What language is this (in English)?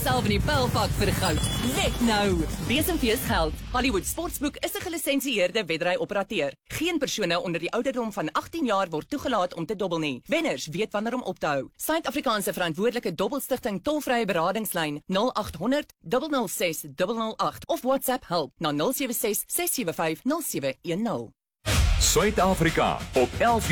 Afrikaans